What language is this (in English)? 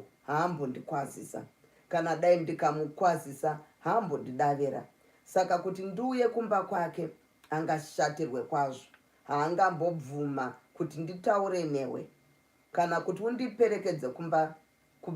Shona